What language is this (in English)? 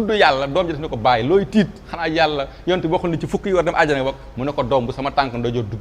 Wolof